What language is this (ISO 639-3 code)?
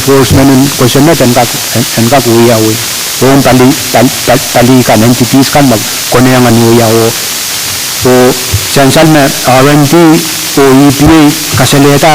pon